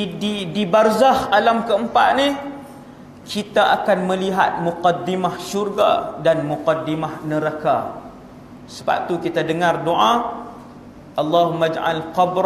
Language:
Malay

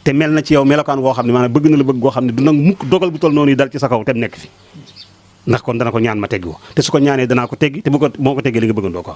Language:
Wolof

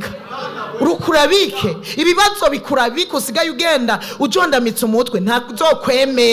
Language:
Rundi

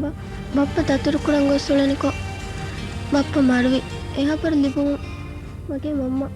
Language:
Divehi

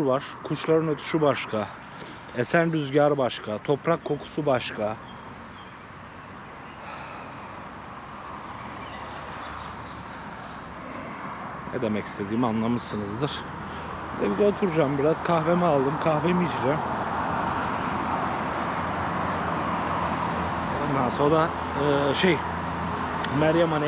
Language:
Turkish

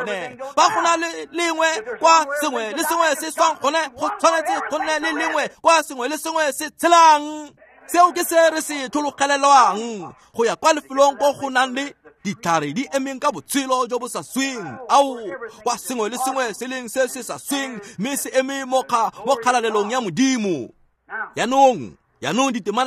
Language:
Tswana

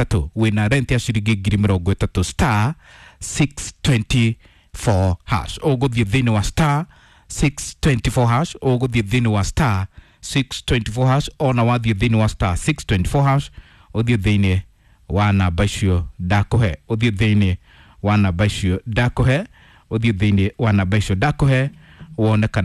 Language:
Kikuyu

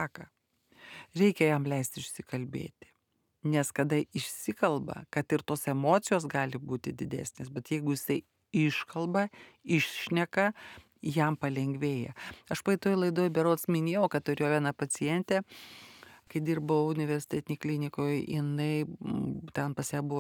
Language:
Lithuanian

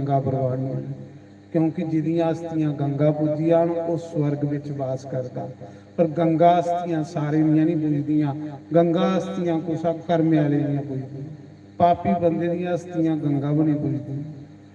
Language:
Dogri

